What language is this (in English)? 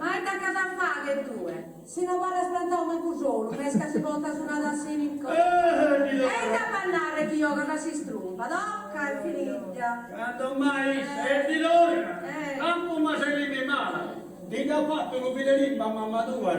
Sardinian